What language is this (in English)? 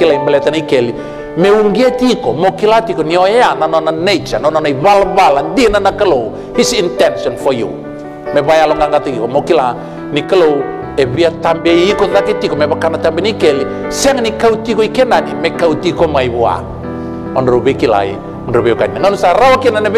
Fijian